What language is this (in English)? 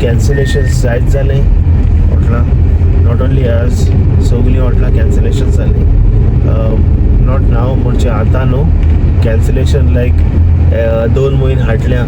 Konkani